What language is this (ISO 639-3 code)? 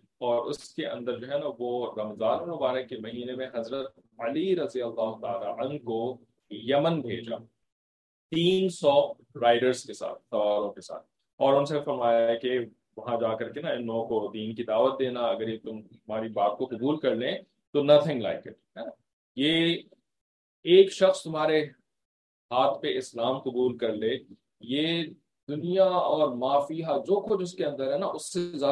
urd